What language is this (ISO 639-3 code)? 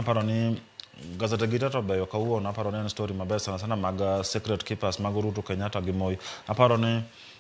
luo